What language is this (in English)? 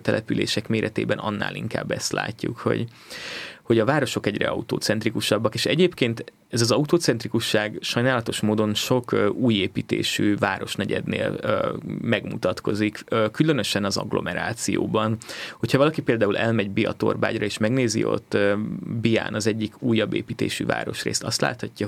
Hungarian